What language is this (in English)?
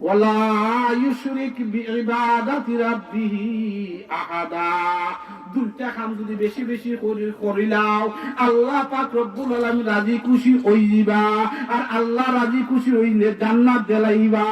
Sylheti